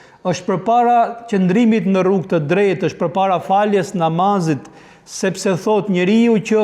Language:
Albanian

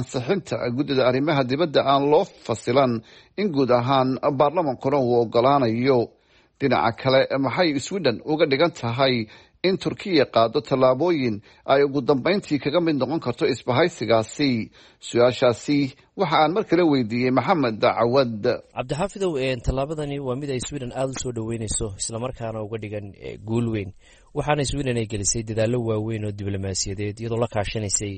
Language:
Somali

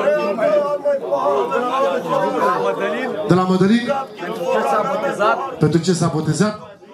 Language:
Romanian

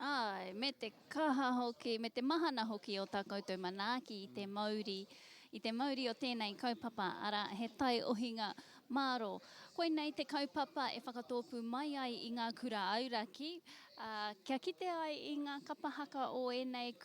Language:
Māori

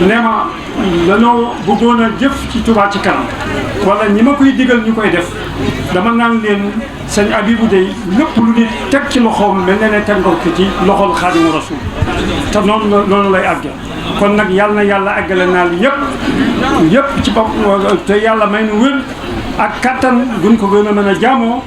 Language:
Wolof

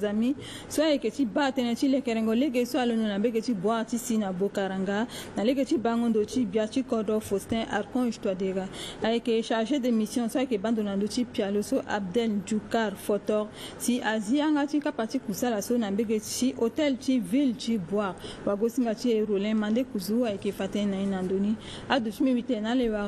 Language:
Sango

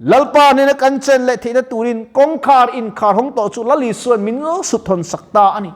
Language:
Mizo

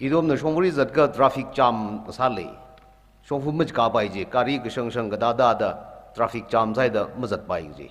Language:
Tangkhul Naga (India)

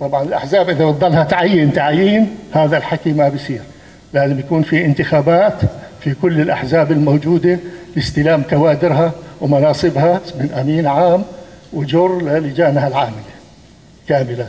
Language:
North Levantine Arabic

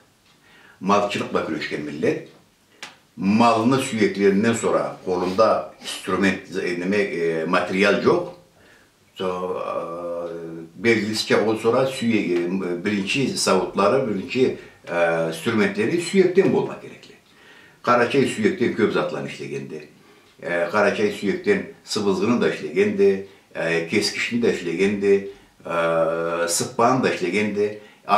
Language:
Karachay-Balkar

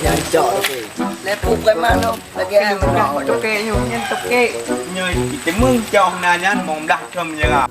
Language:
Achinese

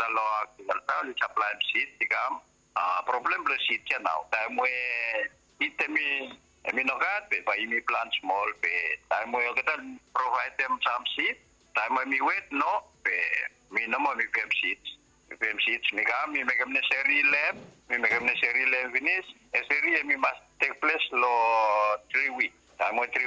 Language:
Bislama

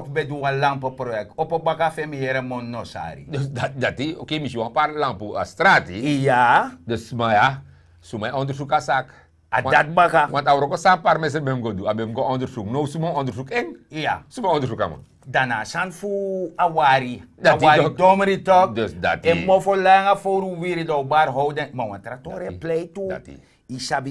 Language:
Sranan Tongo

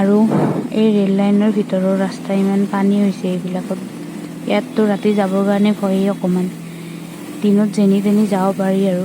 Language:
Assamese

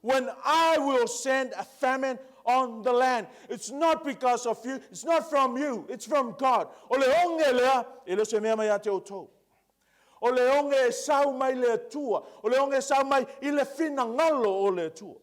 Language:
Samoan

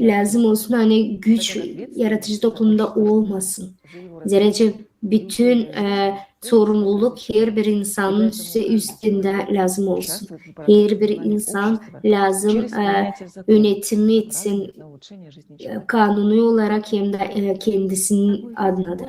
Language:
Gagauz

